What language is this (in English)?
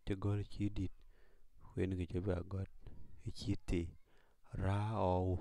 Dinka